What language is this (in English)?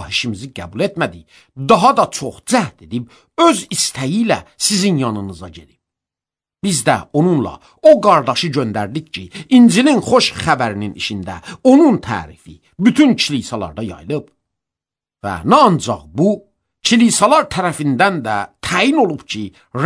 Azerbaijani